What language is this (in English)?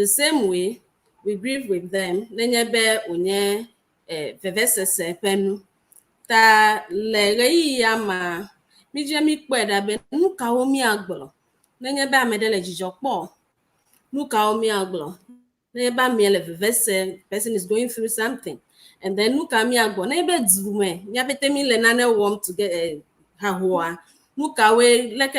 Ewe